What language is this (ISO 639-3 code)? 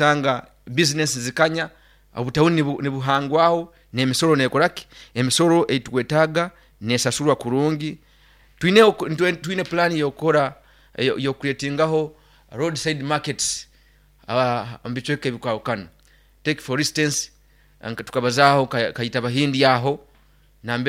nyo